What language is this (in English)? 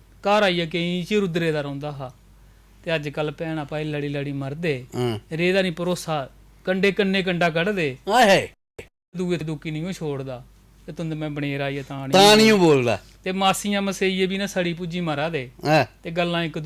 Dogri